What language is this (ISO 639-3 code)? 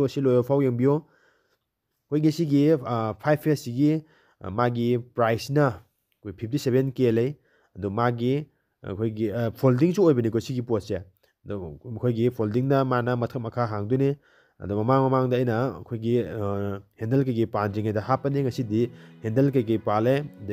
mni